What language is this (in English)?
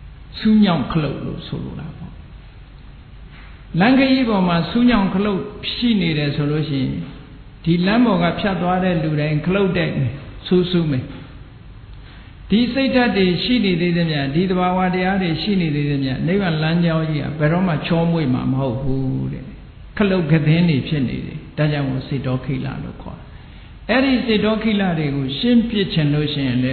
Burmese